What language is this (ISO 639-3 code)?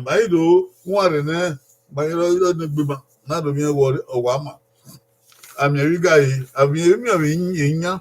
bin